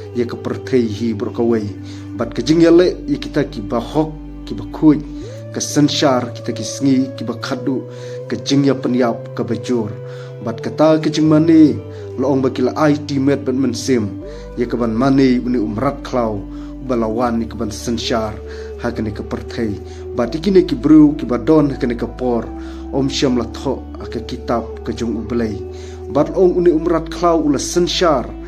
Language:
Khasi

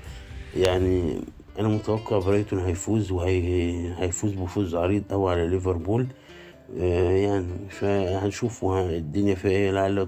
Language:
Egyptian Arabic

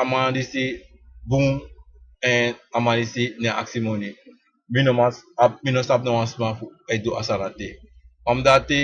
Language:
Sranan Tongo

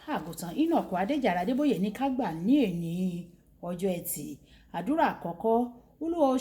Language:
Yoruba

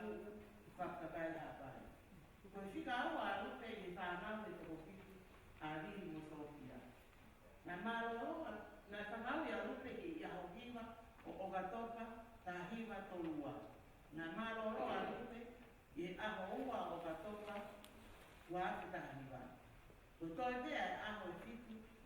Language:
Tongan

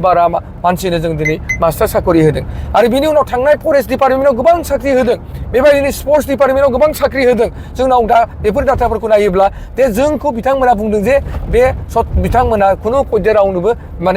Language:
Bodo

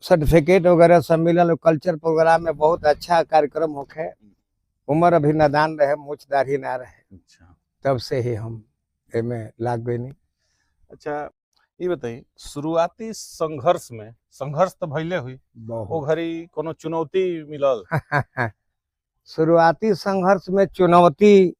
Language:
Bhojpuri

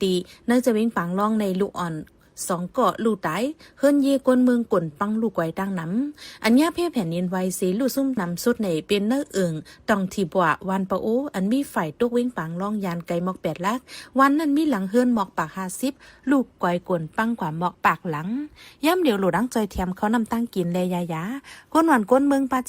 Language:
Shan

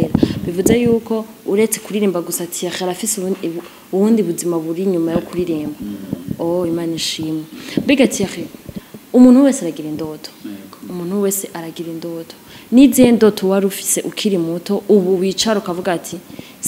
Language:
Rundi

